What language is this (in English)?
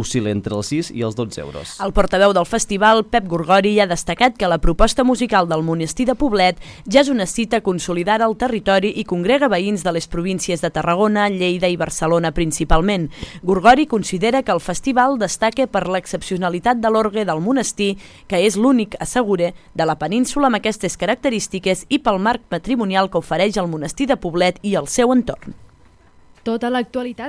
Catalan